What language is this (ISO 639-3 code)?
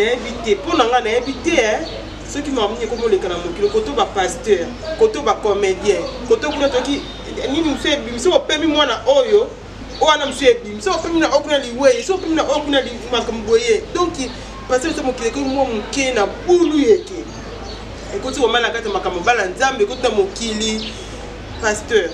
lin